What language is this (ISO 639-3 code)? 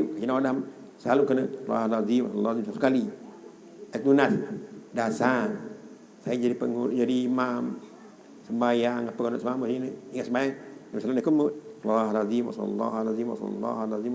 sas